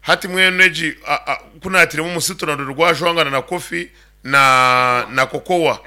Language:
Nyankole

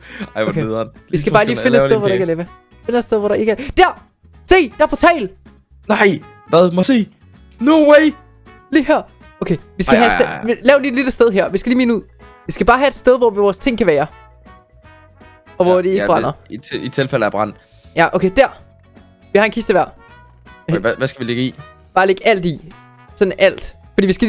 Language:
Danish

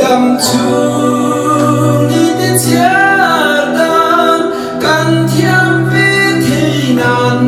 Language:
Mizo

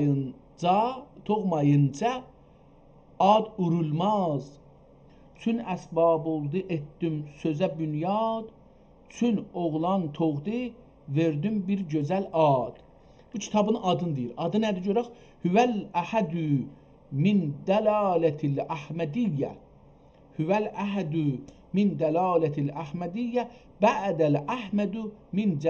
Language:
South Azerbaijani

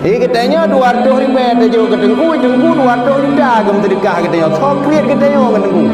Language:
Achinese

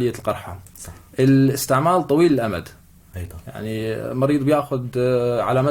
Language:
North Levantine Arabic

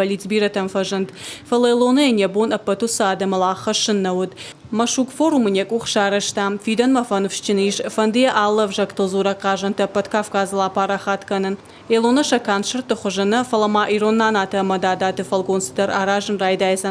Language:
Ossetic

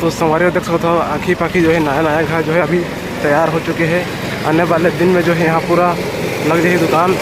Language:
Chhattisgarhi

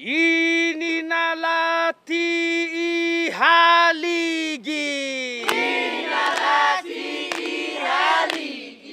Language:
Chamorro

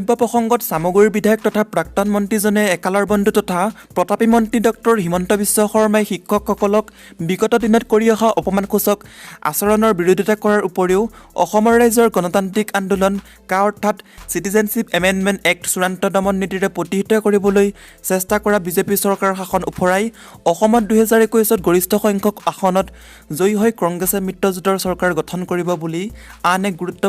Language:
Assamese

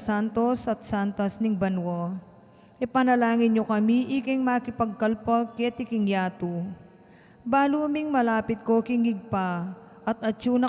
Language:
Pampanga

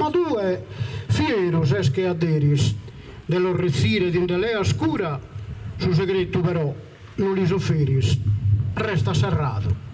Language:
Sardinian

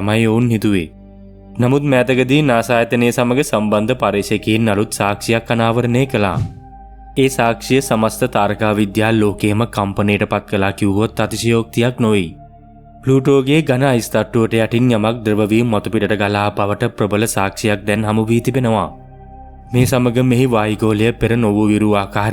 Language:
Sinhala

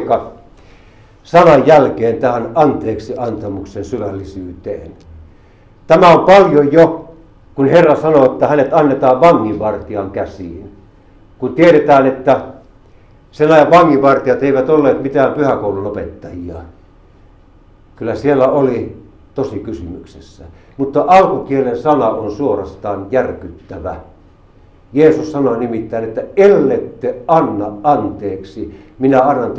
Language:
Finnish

